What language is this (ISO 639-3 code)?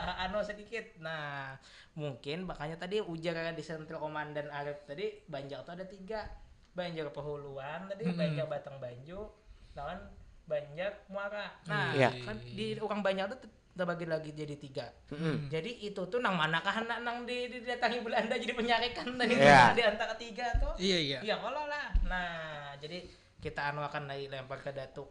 bjn